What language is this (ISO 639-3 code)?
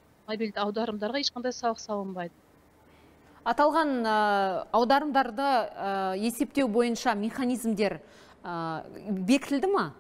kaz